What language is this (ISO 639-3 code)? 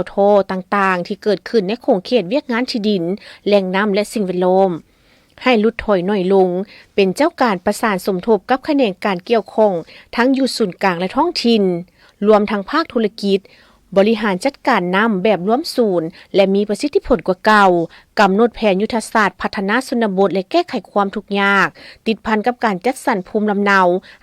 lao